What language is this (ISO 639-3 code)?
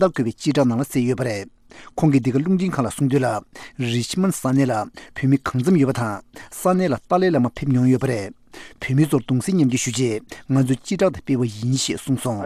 bod